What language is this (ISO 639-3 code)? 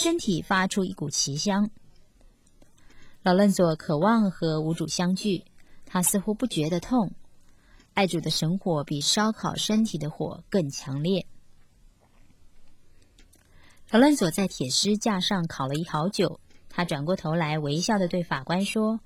zho